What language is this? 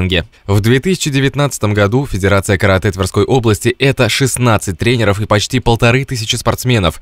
Russian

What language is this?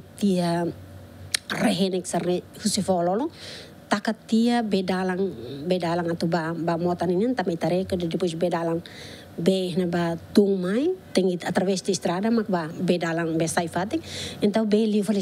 Tetum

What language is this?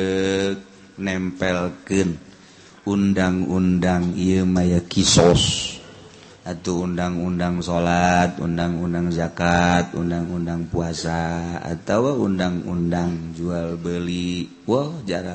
Sundanese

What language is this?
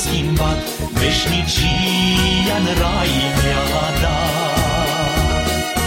Romanian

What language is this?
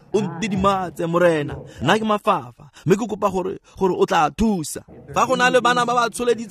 Tswana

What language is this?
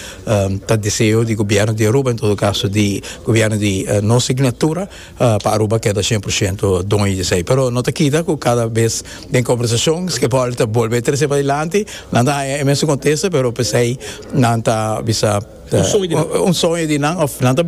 Papiamento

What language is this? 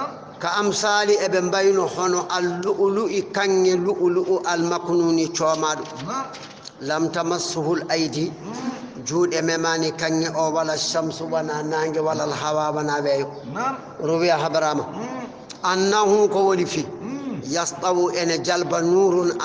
Fula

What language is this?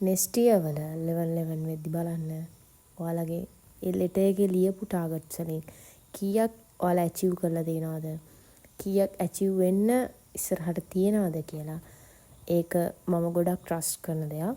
Sinhala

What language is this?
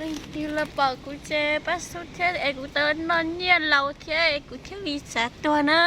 Hmong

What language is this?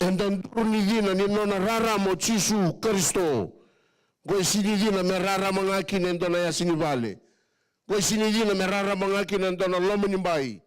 Fijian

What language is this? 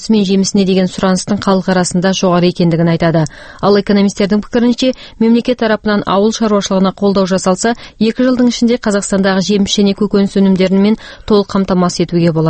Kazakh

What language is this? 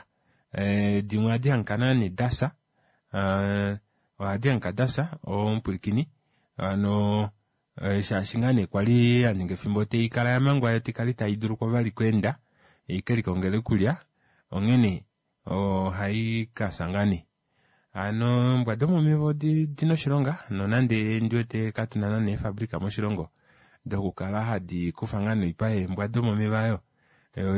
Kuanyama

